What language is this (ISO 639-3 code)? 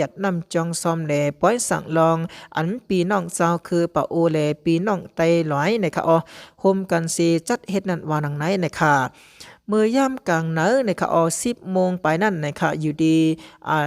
shn